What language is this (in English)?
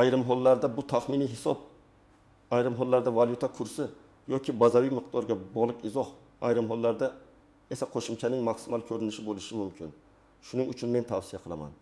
Uzbek